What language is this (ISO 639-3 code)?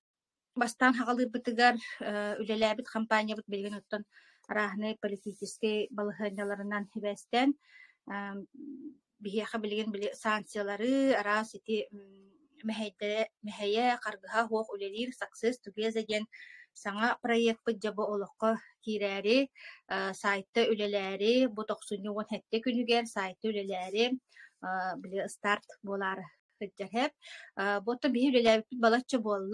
sah